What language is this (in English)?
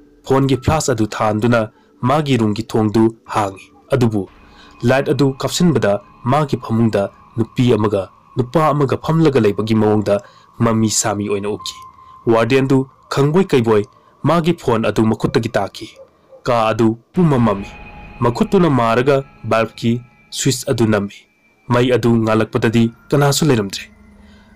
Manipuri